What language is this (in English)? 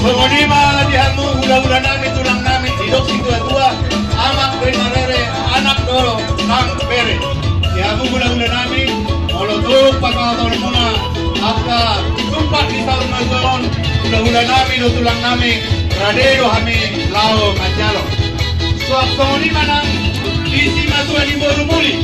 Batak Toba